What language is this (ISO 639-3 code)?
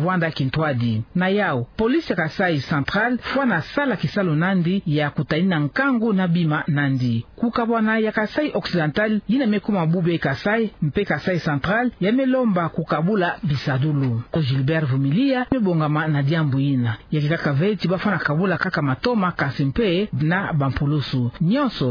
ktu